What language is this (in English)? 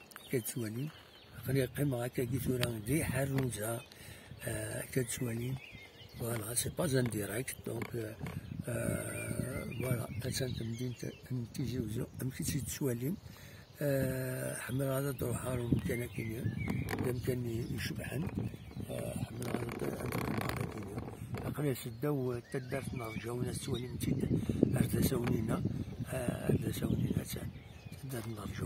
Kabyle